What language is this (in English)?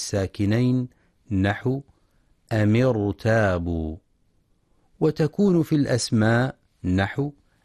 Arabic